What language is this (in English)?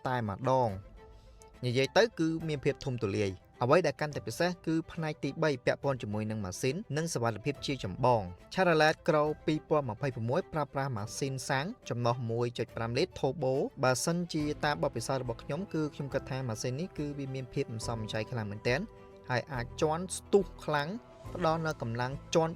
Khmer